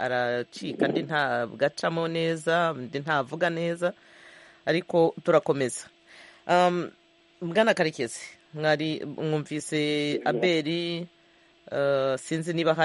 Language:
Kinyarwanda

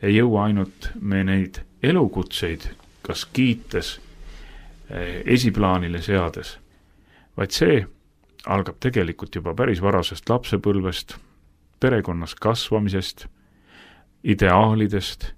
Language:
Estonian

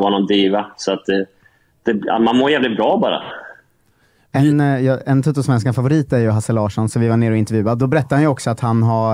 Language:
Swedish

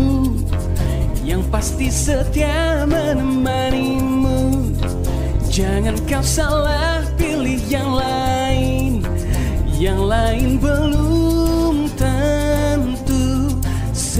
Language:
Indonesian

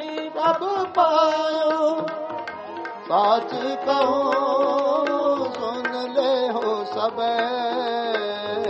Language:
Punjabi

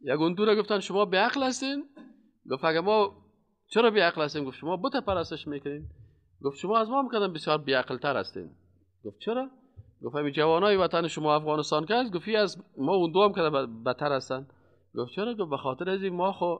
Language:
Persian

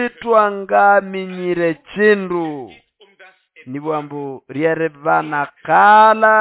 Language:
Nande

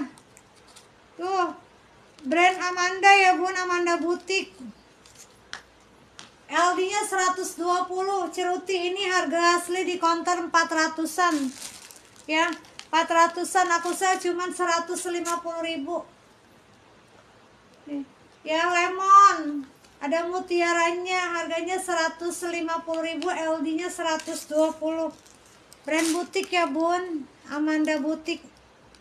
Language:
Indonesian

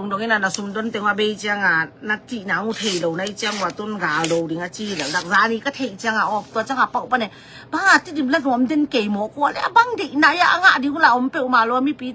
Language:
Tedim Chin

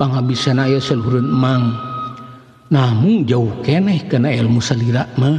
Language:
Sundanese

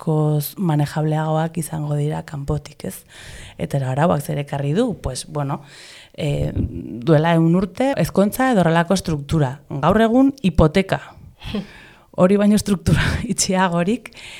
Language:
Basque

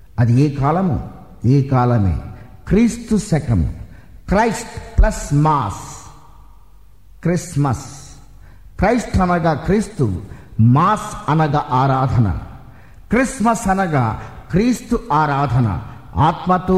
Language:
Telugu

